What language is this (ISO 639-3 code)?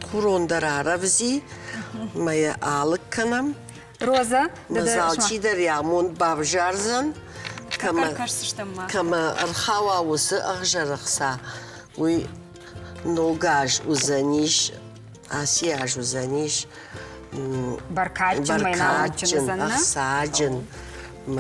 oss